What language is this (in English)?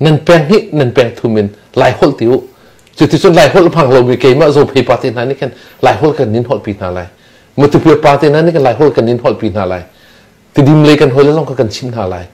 Hakha Chin